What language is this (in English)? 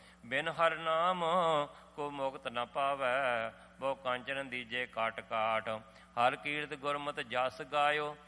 Punjabi